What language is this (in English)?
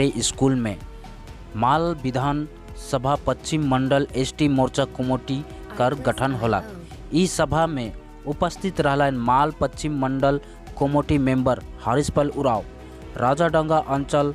Sadri